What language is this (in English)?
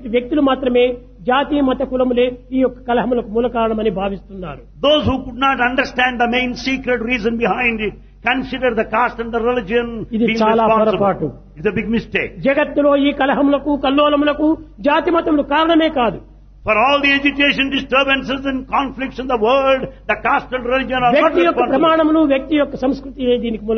Telugu